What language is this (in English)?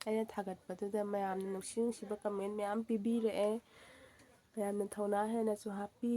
Manipuri